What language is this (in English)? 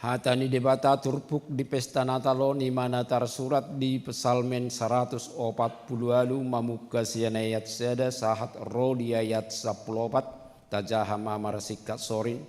Batak Toba